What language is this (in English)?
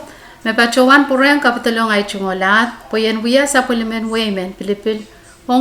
Pohnpeian